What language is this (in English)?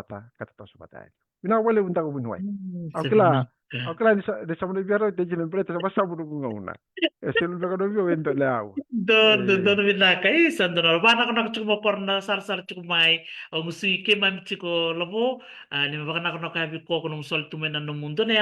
Fijian